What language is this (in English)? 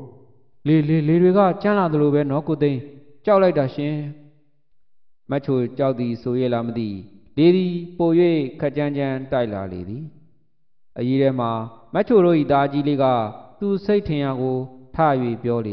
Burmese